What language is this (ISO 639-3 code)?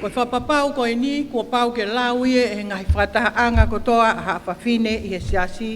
ton